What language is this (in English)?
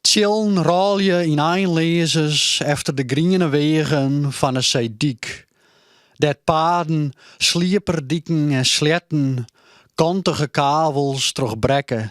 Western Frisian